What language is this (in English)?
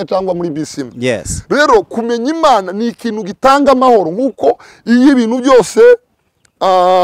Kinyarwanda